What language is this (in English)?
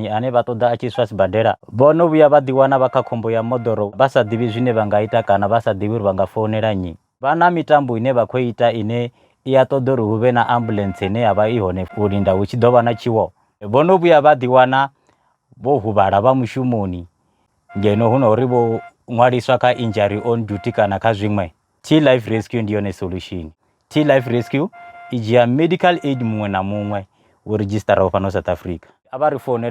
Venda